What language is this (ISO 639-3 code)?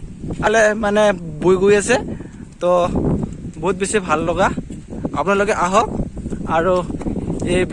asm